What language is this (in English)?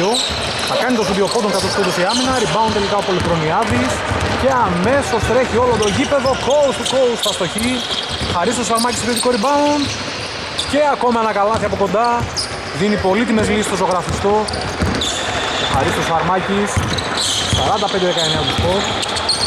Greek